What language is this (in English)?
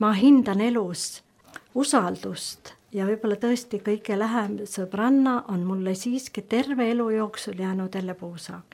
Estonian